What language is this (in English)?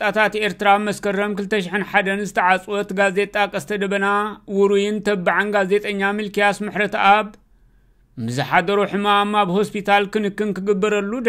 Tigrinya